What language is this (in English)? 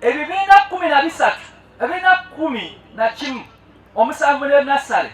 Ganda